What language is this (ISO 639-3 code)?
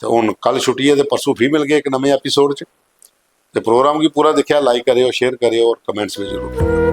doi